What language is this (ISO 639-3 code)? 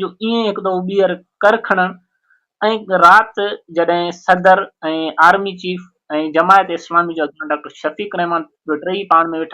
snd